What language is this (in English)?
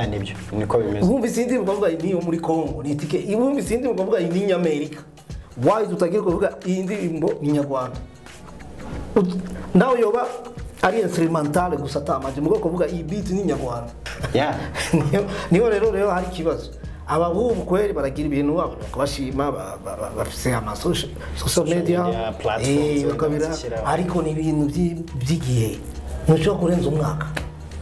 Kinyarwanda